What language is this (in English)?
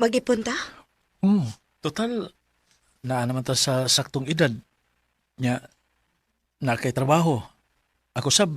Cebuano